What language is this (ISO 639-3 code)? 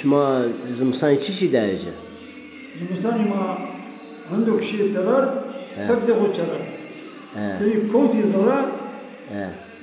zza